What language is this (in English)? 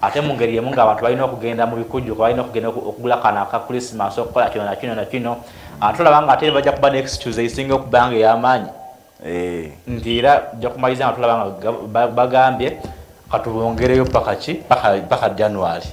Ganda